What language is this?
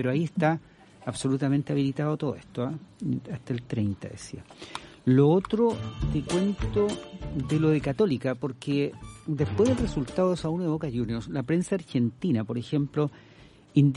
Spanish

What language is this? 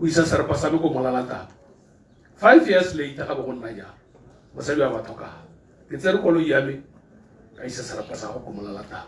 Tswana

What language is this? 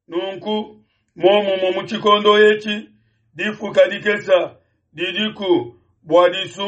Luba-Lulua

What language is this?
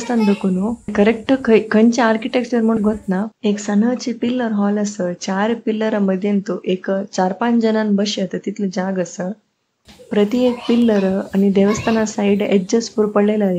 Konkani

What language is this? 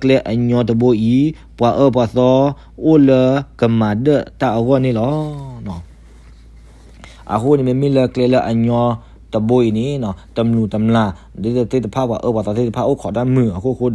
S'gaw Karen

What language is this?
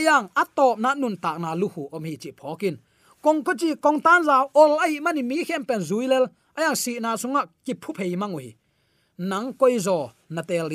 Tedim Chin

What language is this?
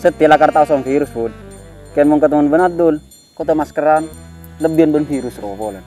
Madurese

